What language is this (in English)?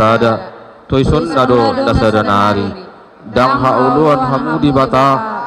Batak Toba